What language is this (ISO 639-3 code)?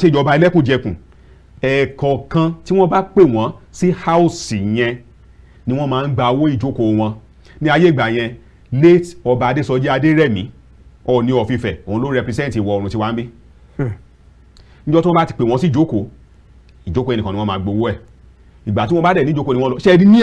yor